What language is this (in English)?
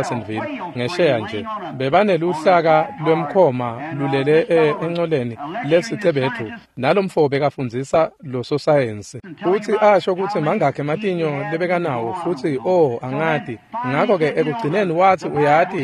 Swati